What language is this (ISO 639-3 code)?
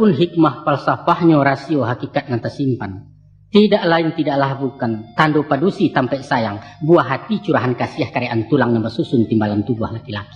min